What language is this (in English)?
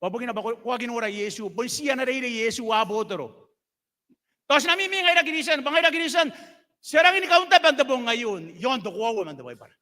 Gilbertese